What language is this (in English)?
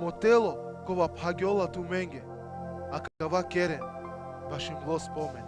Balkan Romani